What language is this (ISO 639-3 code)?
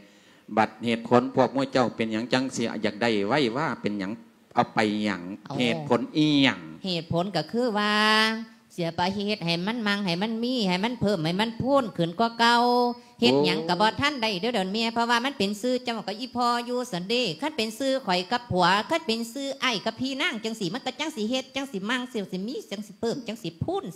lao